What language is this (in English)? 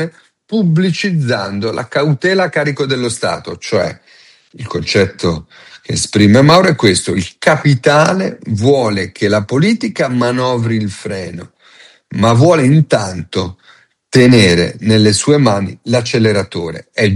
Italian